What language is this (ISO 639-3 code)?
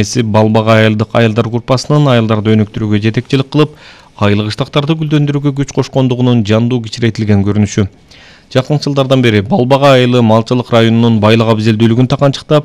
kir